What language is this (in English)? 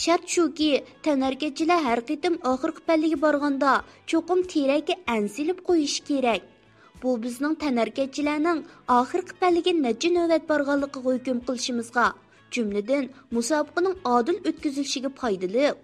Uyghur